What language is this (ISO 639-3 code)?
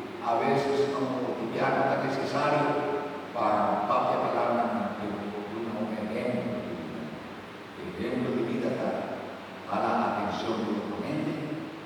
pap